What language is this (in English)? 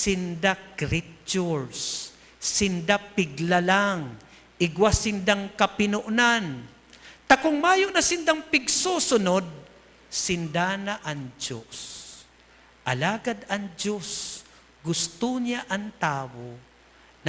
Bikol